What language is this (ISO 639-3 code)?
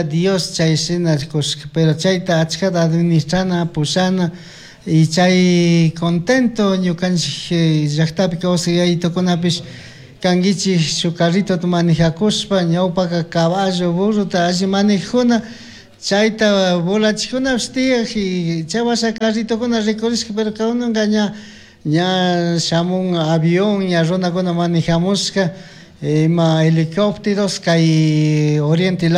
qug